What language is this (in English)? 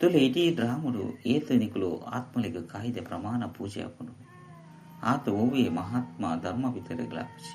Tulu